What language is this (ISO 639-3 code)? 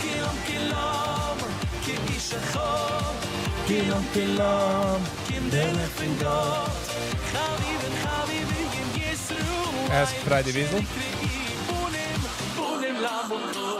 yid